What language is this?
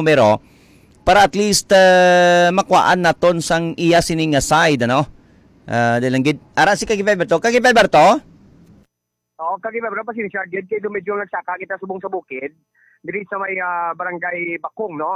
Hiligaynon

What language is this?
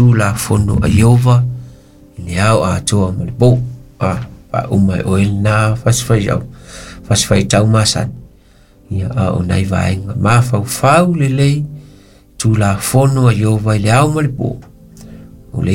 Samoan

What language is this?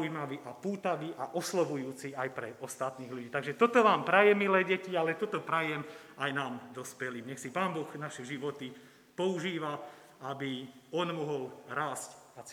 Slovak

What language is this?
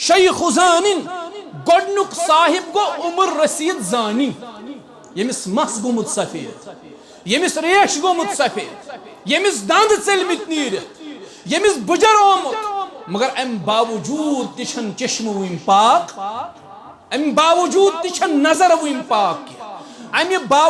Kashmiri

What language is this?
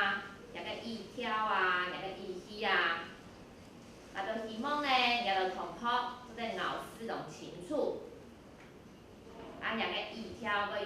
Hakka Chinese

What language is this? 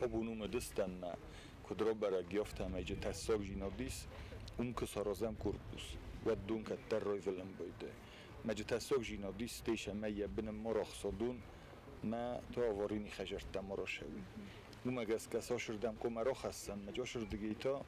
Ossetic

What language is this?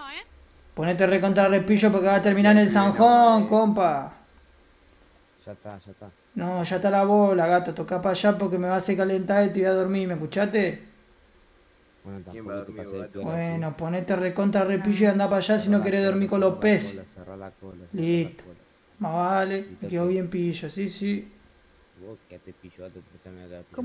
Spanish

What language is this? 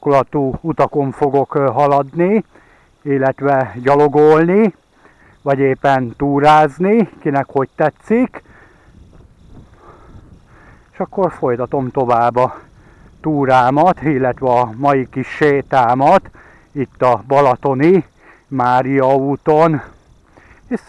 Hungarian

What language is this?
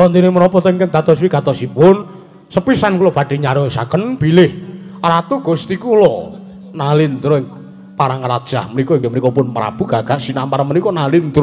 Javanese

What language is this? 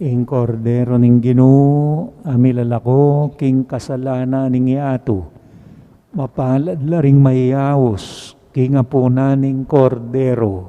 Pampanga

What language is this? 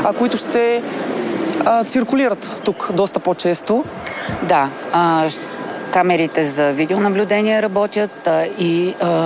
Bulgarian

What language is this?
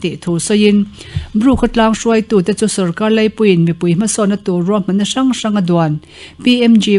Mizo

